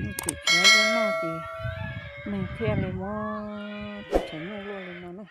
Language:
Hmong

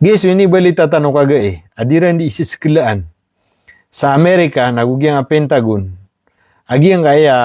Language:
Maranao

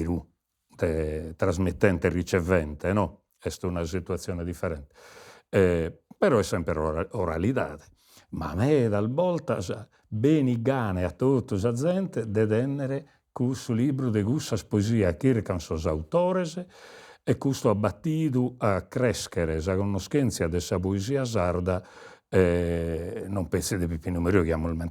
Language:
Sardinian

